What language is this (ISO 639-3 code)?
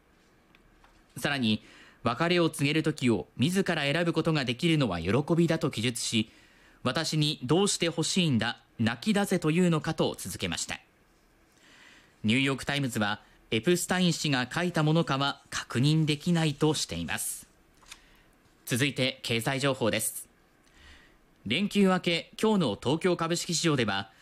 jpn